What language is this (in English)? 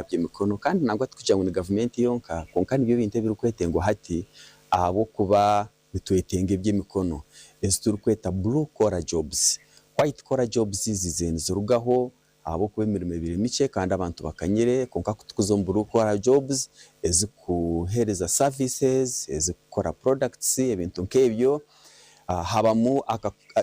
Nyankole